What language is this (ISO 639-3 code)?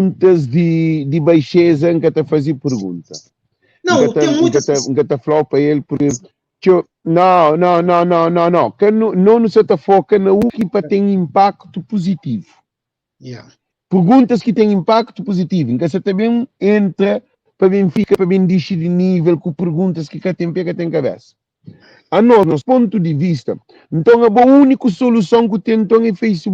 kea